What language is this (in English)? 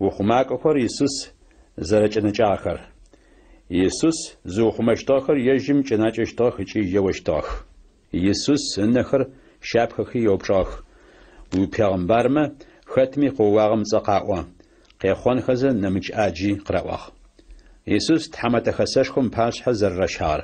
Adyghe